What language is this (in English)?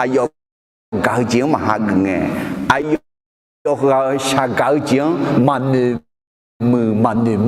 Akha